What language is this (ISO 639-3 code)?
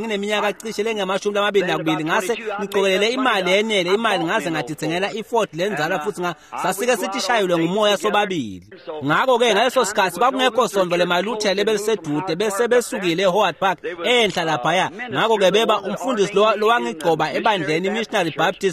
ssw